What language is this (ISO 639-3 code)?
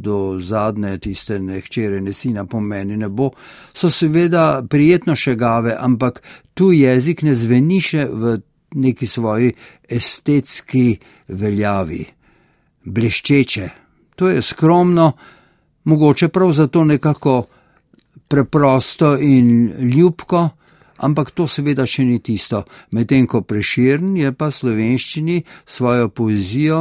slv